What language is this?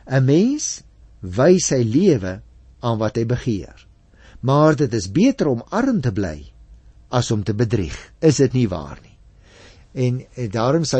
Afrikaans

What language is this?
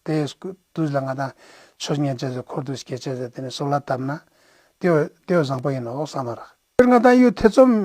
Ladakhi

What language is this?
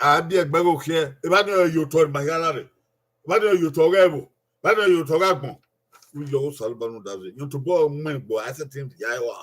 Bini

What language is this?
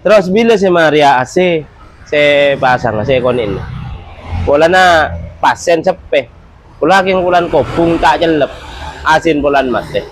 Madurese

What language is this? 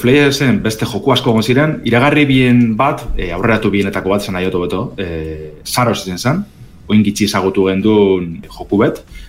Basque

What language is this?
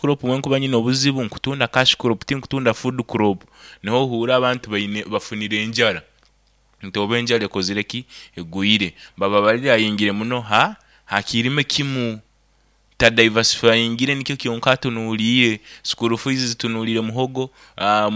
Nyoro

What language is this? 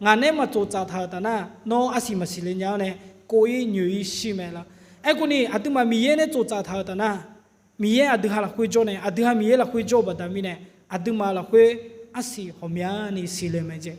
Akha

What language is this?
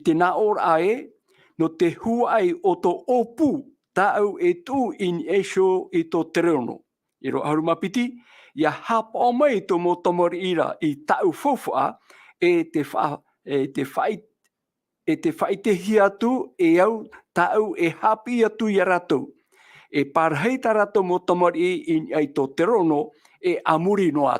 Tahitian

